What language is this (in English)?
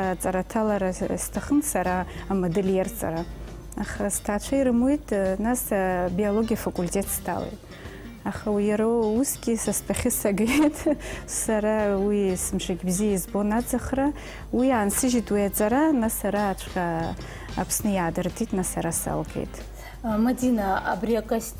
Abkhazian